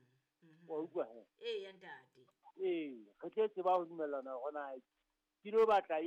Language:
Southern Sotho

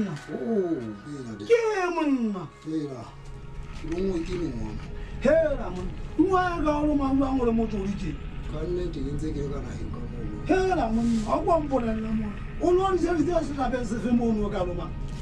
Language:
Southern Sotho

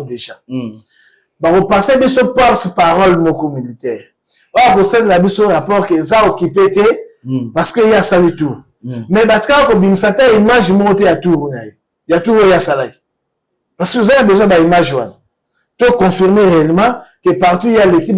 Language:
Lingala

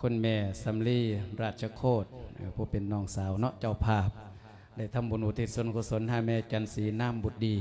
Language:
Lao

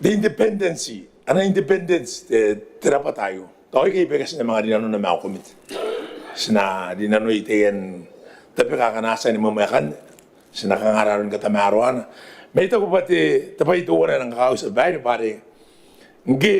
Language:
Gilbertese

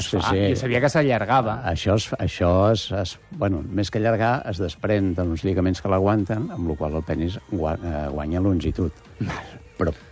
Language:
Catalan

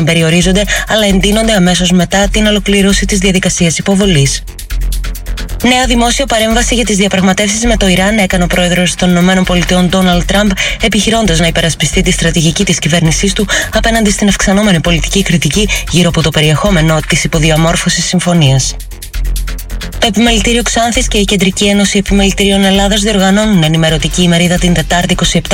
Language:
Greek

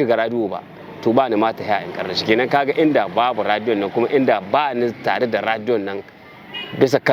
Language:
Hausa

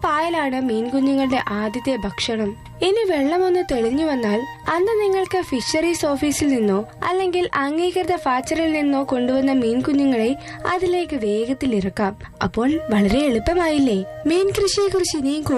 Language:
Malayalam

